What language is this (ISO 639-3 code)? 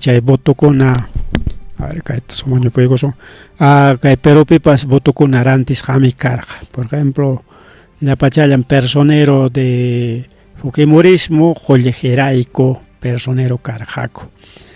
quy